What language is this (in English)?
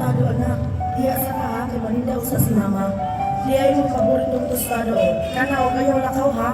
Cebuano